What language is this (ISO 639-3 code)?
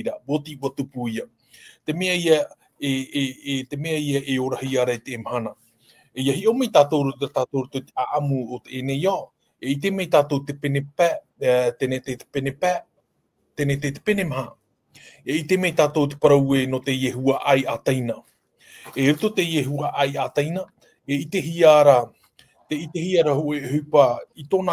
tah